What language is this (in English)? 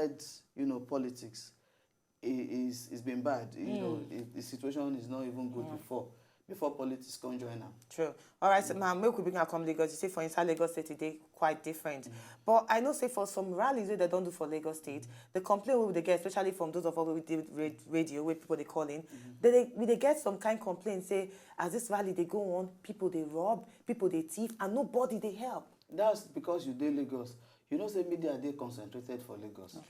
Nigerian Pidgin